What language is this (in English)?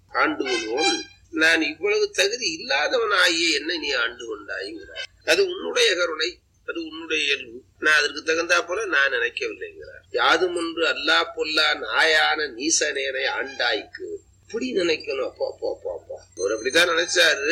Tamil